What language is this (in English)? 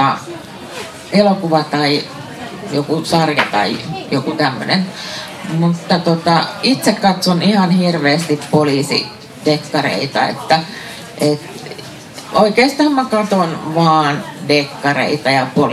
Finnish